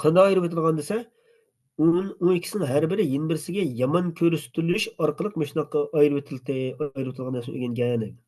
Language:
Uyghur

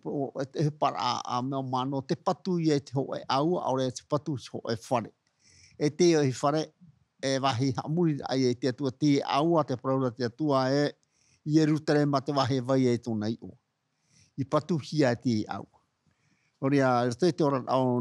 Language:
Tahitian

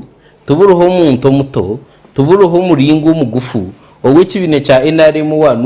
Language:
Nyankole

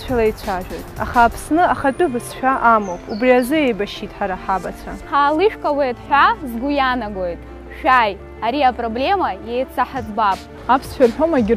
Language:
Abkhazian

